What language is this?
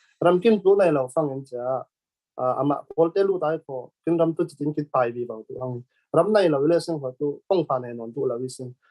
Falam Chin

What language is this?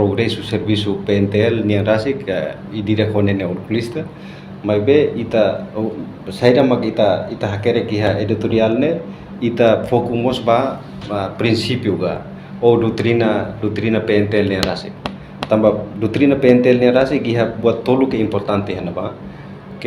Tetum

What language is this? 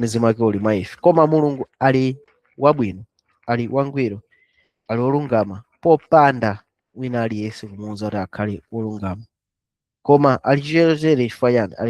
Nyanja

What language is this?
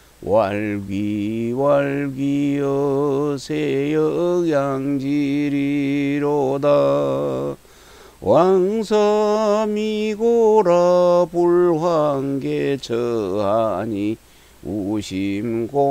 Korean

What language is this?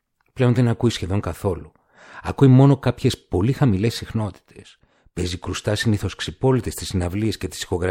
Greek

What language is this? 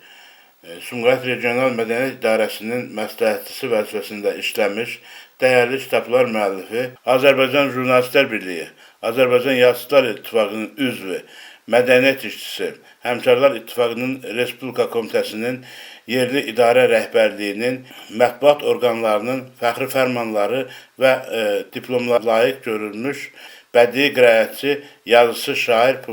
Azerbaijani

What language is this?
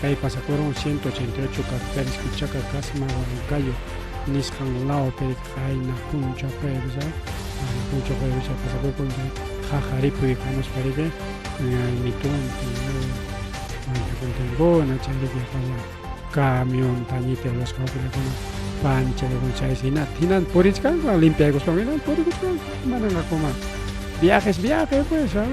Ayacucho Quechua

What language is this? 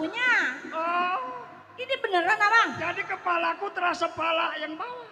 Betawi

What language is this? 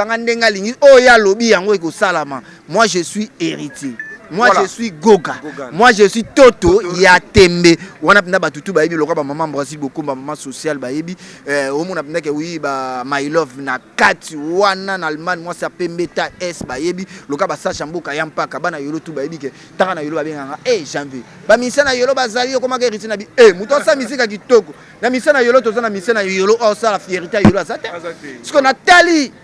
Lingala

